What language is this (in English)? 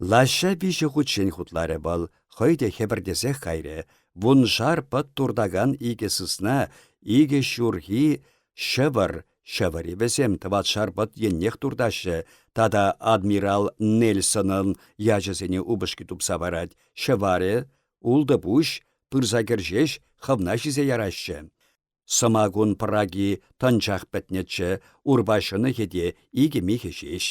Chuvash